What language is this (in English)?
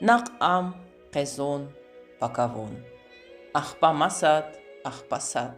Lezghian